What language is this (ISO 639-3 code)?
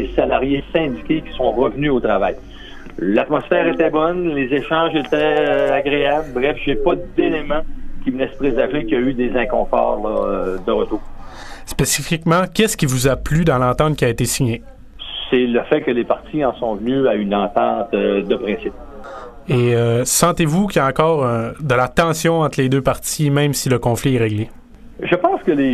fra